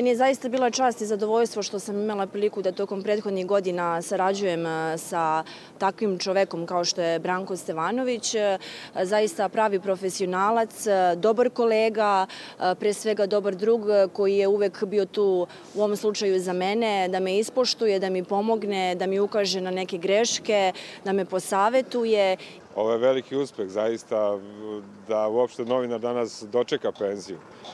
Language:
Serbian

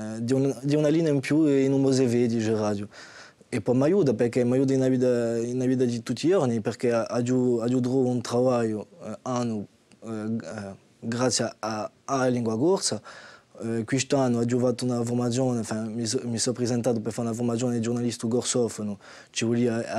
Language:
Corsican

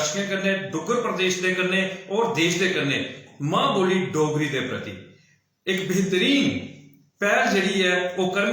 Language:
Dogri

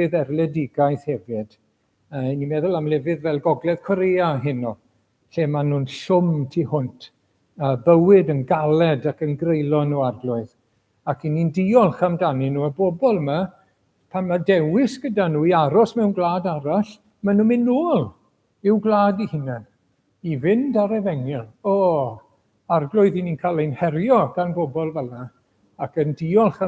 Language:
Welsh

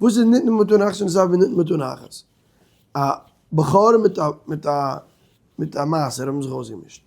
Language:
Yiddish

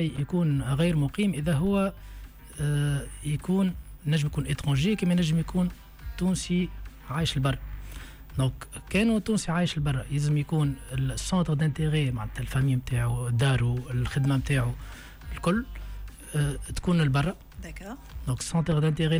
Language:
Tunisian Arabic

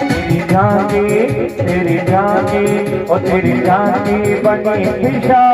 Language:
Dogri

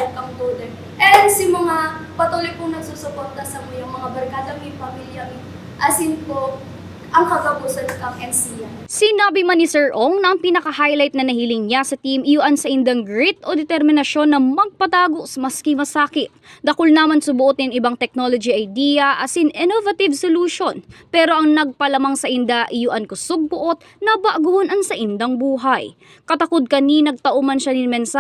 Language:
Bikol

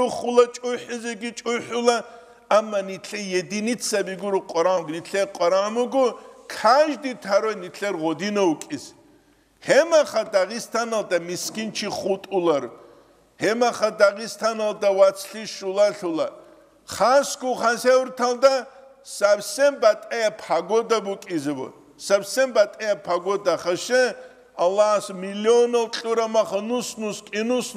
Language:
Avaric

